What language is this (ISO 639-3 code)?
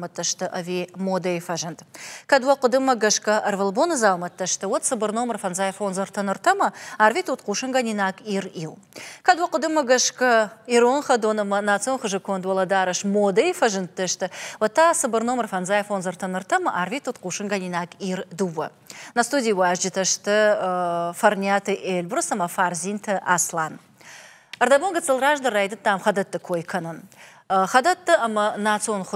oss